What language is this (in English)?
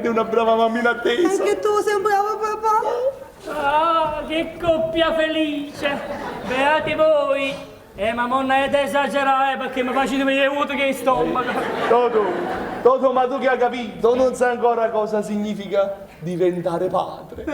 Neapolitan